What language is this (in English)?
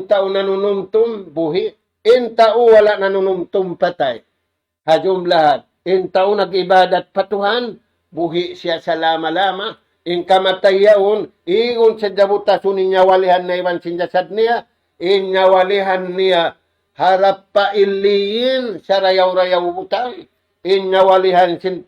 Tausug